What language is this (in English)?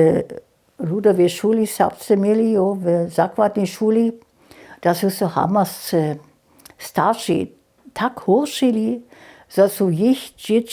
Upper Sorbian